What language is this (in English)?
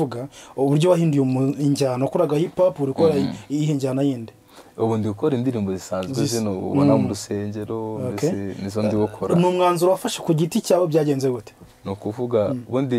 Kinyarwanda